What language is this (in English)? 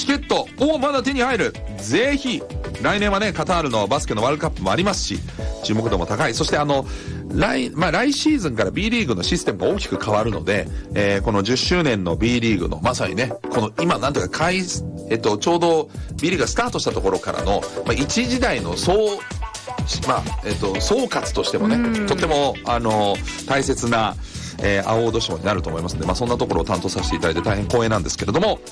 Japanese